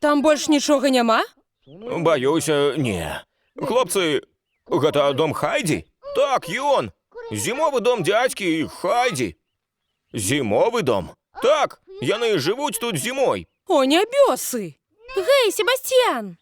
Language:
Belarusian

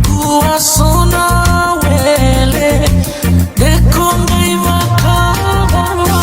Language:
Fijian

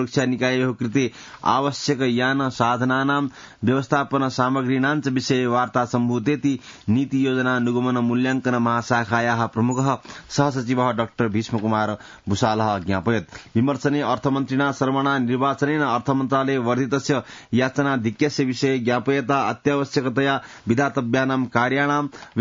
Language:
Sanskrit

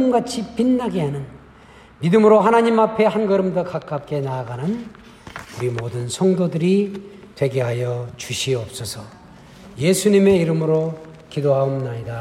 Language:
Korean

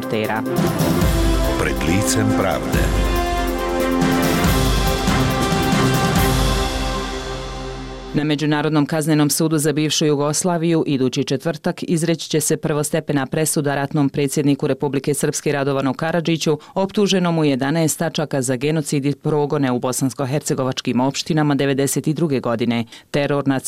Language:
Bosnian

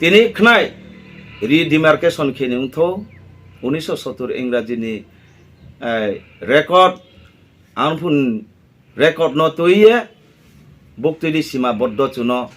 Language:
Riang (India)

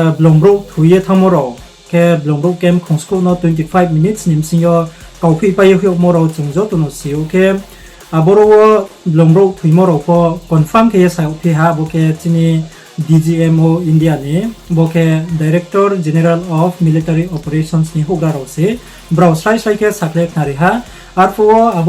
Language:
Riang (India)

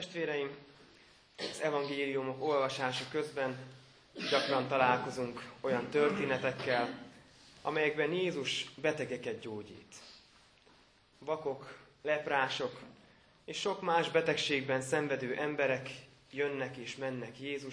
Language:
Hungarian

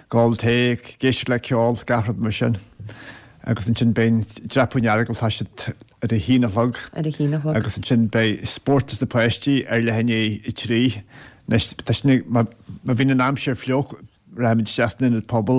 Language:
Irish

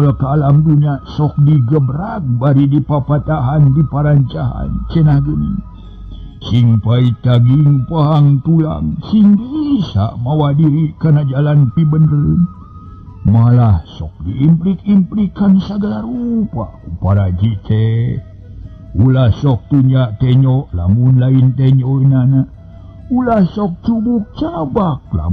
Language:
Sundanese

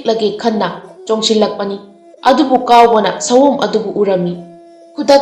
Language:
Manipuri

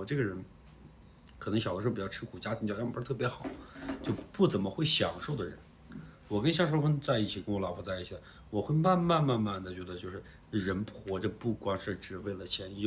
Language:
Chinese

